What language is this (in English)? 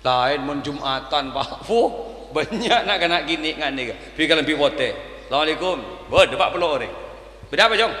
Madurese